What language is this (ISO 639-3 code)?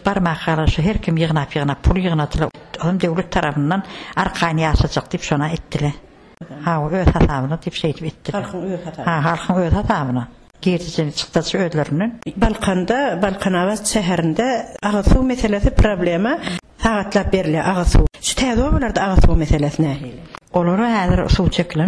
tuk